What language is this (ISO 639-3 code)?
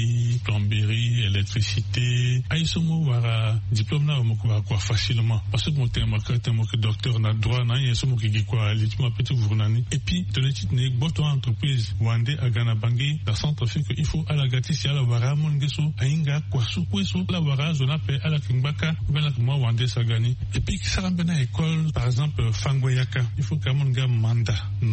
sag